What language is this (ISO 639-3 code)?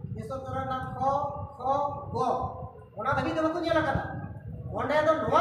sat